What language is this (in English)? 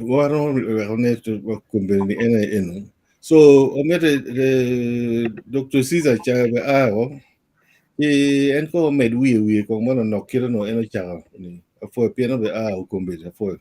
Acoli